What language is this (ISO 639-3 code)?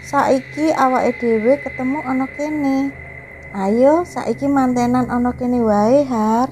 jav